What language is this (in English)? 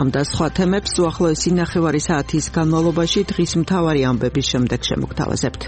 Georgian